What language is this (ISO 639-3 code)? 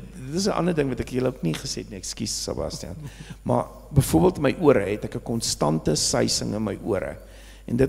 afr